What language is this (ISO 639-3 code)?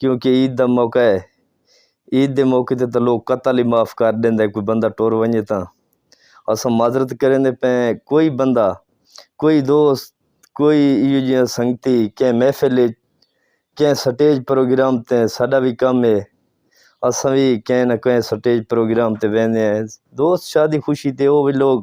skr